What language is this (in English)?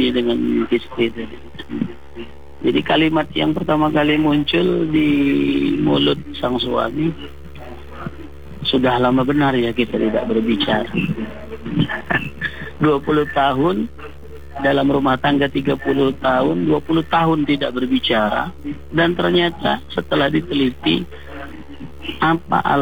Indonesian